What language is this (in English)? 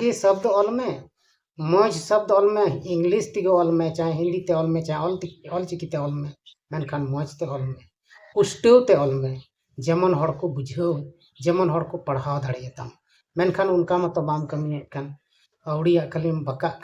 Santali